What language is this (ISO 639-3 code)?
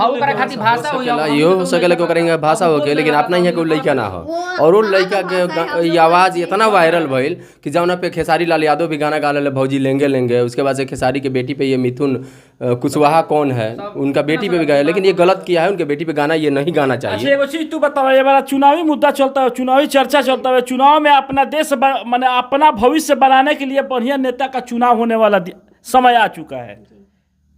bho